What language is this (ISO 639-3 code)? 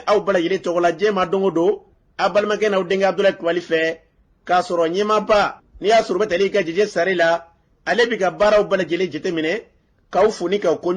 bam